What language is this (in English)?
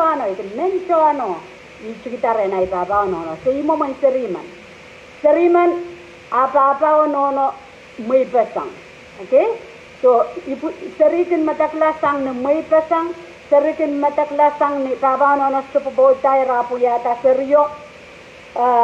Pohnpeian